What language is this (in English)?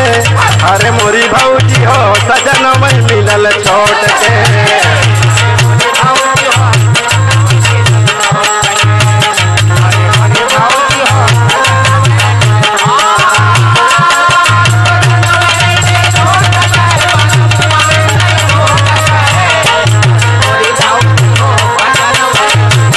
Bhojpuri